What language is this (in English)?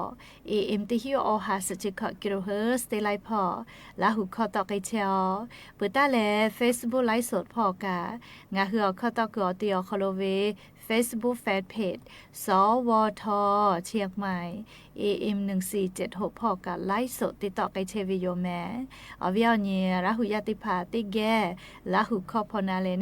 Lahu